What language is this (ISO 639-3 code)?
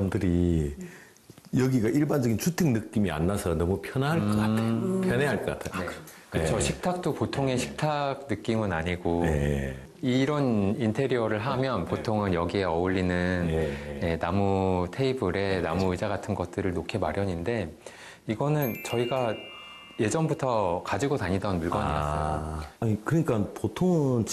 kor